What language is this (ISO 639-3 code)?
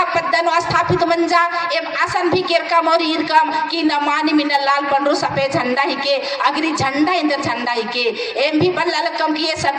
kru